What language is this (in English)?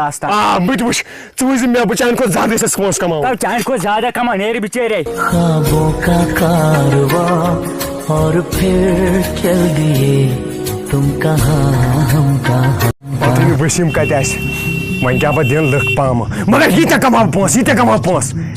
Kashmiri